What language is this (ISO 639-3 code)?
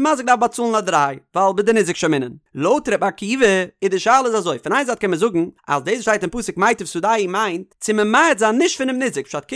yid